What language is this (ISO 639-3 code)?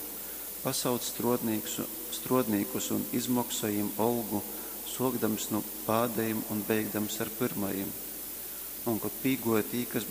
ltg